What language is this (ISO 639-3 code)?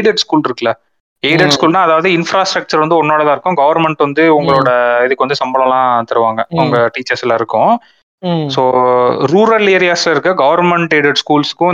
tam